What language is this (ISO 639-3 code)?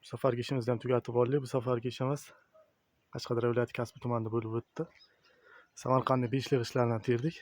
uzb